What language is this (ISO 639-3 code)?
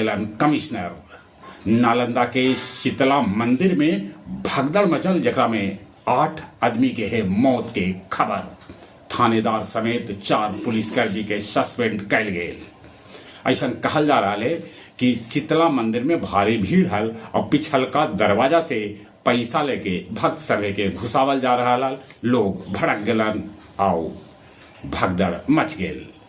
mag